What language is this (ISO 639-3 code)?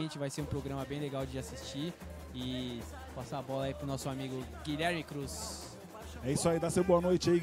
por